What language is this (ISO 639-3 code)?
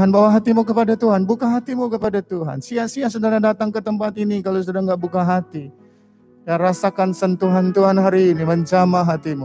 ind